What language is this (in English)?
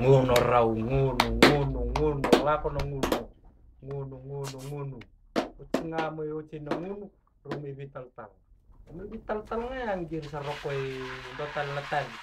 Fijian